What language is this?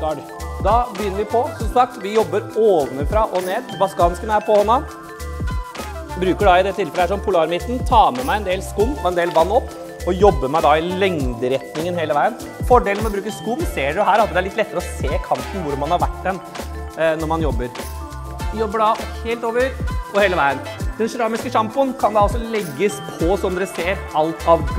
Norwegian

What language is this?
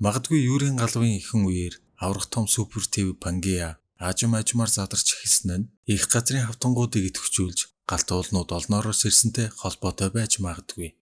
Mongolian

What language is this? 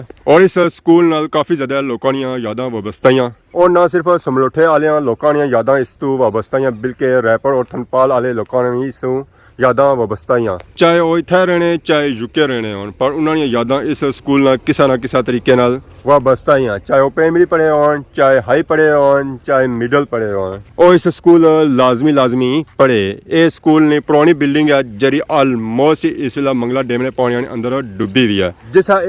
Pahari-Potwari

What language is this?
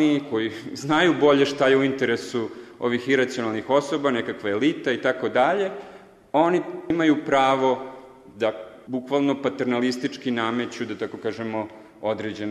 Serbian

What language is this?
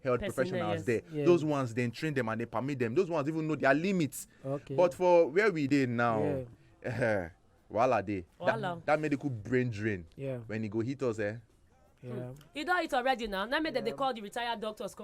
Nigerian Pidgin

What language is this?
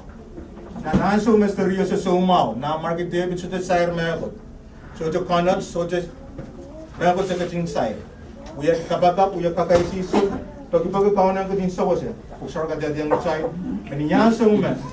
Pohnpeian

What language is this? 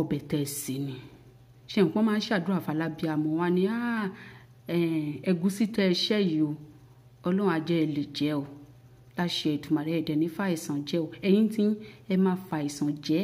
Yoruba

